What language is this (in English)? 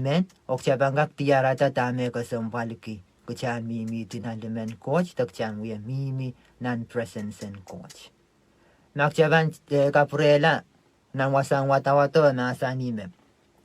Pohnpeian